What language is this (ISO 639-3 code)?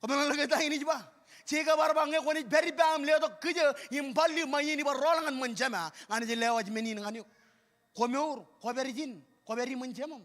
mah